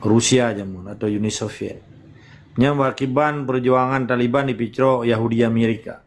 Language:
Achinese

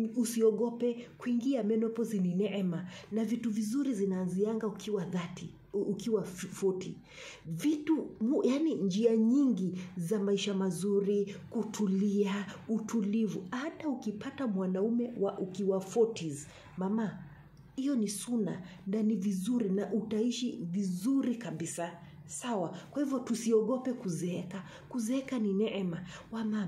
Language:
Swahili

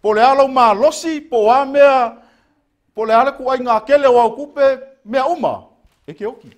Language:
Samoan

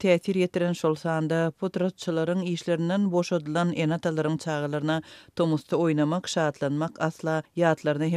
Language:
Turkmen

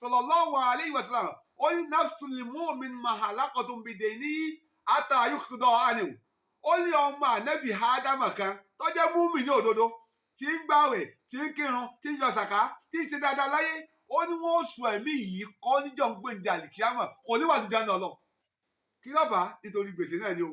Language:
Yoruba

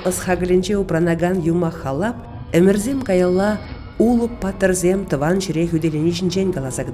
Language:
Chuvash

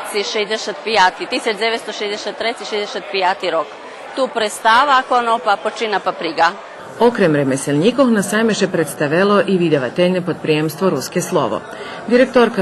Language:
Rusyn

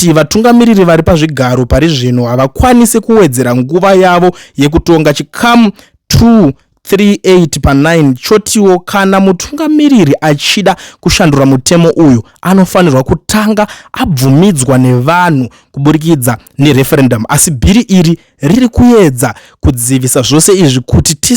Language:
Shona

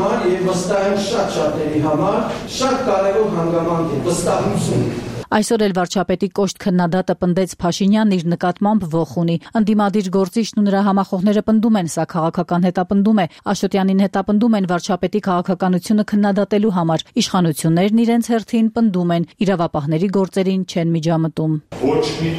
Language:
Armenian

